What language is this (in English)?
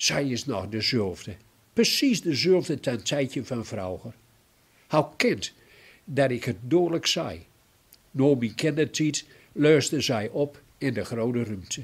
Gronings